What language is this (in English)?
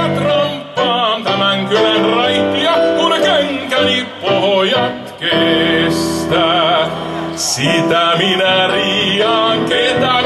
Finnish